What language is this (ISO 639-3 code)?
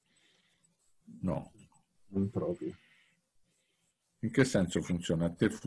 ita